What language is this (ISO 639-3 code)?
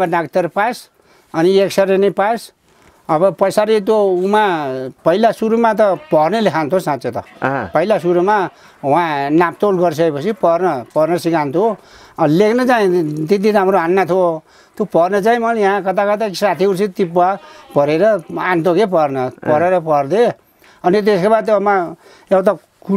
nep